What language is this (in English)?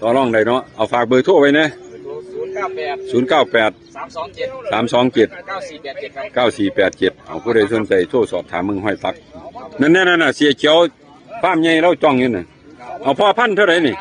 Northeastern Thai